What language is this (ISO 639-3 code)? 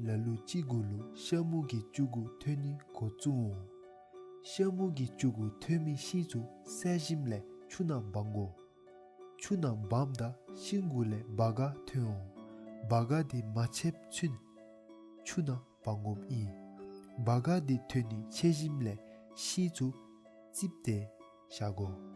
dzo